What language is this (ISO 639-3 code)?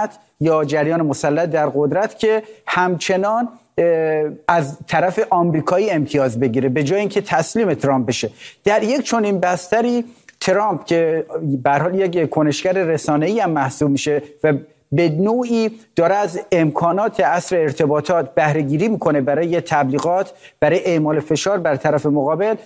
fas